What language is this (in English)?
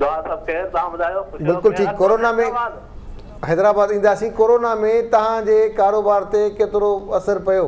Sindhi